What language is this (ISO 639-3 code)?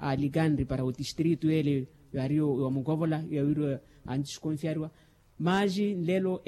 vmw